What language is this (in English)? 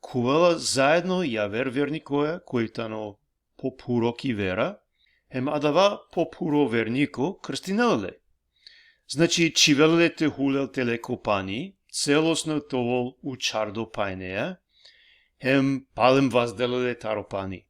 Balkan Romani